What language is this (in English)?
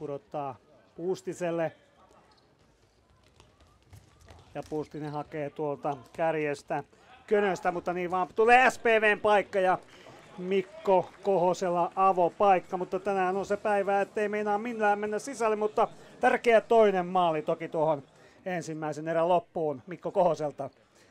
Finnish